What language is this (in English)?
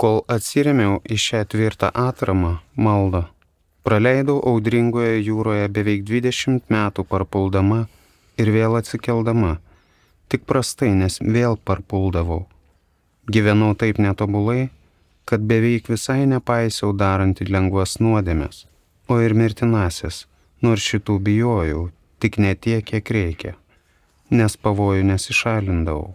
Lithuanian